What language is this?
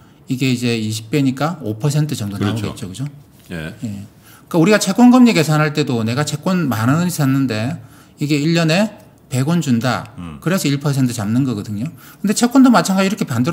Korean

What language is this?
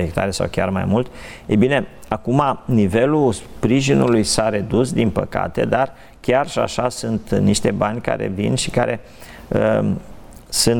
Romanian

